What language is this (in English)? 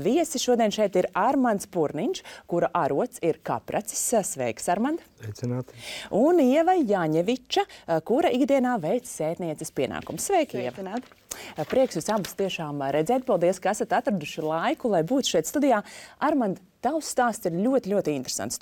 Latvian